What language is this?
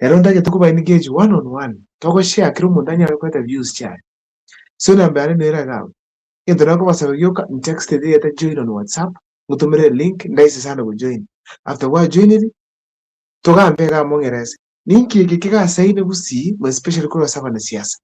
Gusii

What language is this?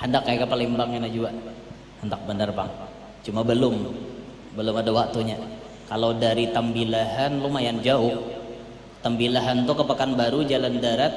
Banjar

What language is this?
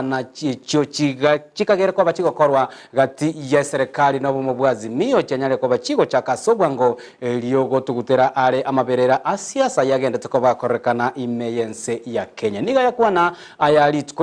Gusii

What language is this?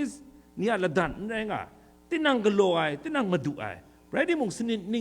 Kachin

